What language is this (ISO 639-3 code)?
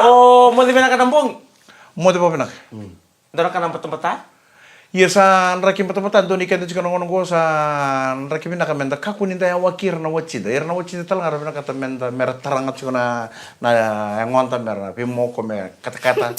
fij